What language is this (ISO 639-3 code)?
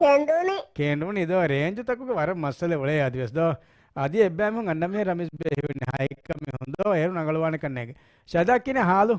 div